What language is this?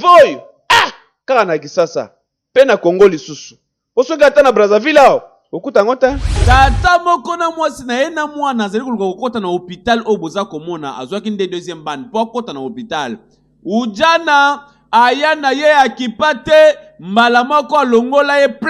Lingala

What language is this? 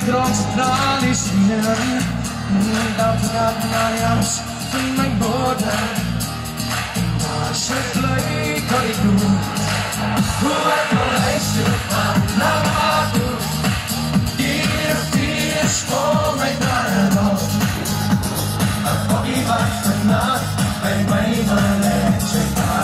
Afrikaans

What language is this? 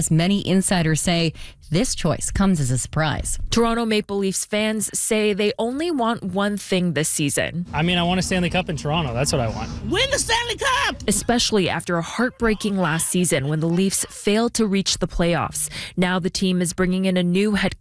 English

